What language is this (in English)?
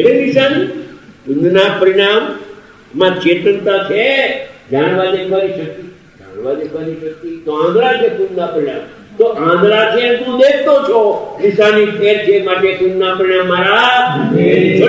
Gujarati